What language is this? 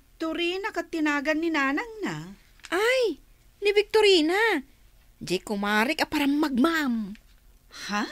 Iloko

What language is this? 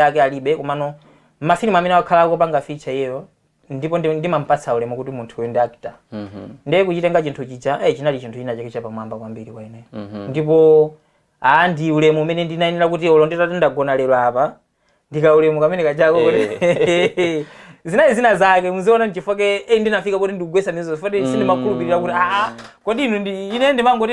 Nyanja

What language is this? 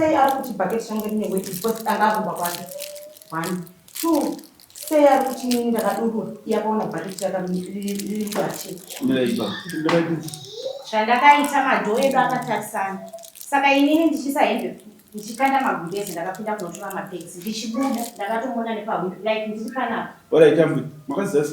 Shona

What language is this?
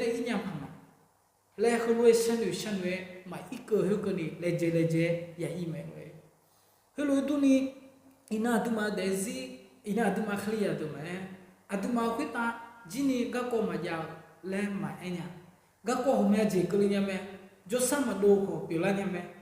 Akha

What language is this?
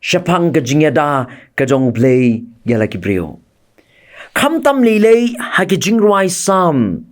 Khasi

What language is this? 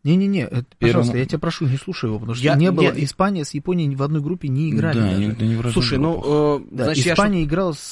Russian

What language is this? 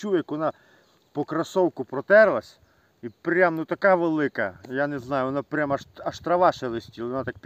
Ukrainian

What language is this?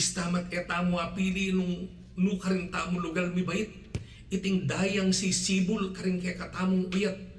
Pampanga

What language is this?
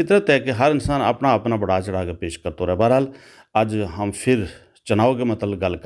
Gujari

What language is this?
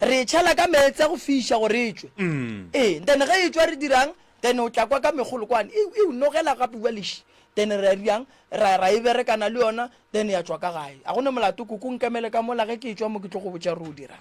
Northern Sotho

